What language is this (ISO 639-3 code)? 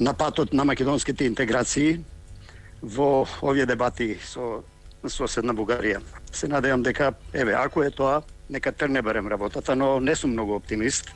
mkd